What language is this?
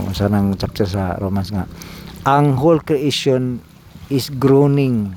Cebuano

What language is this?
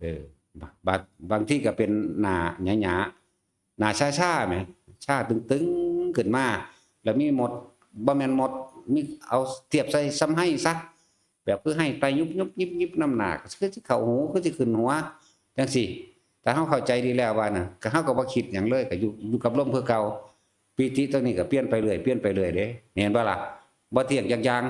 Northeastern Thai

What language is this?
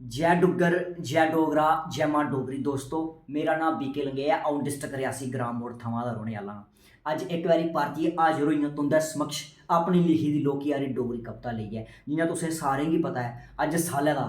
Dogri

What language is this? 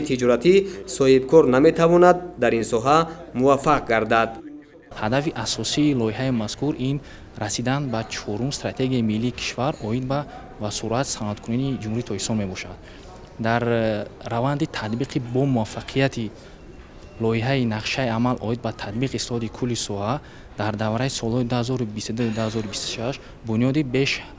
Tajik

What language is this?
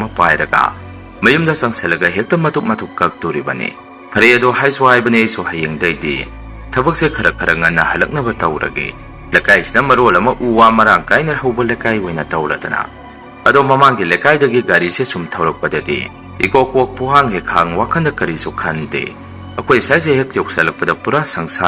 Manipuri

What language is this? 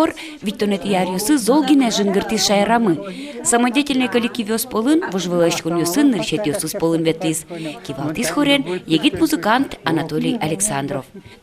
Udmurt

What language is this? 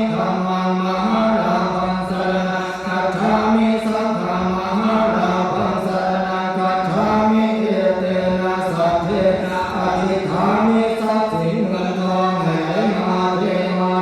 Pali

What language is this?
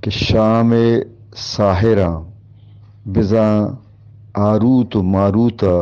Eastern Balochi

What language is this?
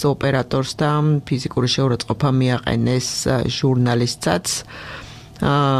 Georgian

